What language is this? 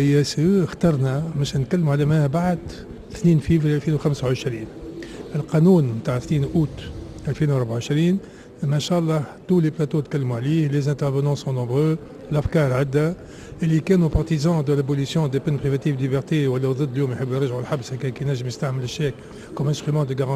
Tunisian Arabic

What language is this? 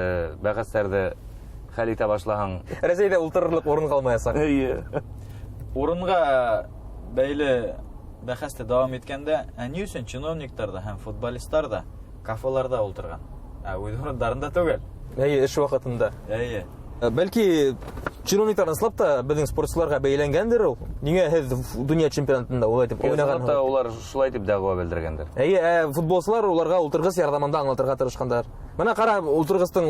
Bashkir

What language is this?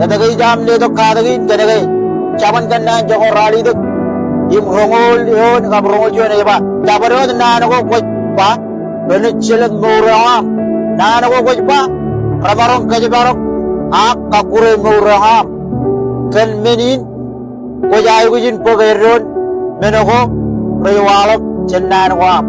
Marshallese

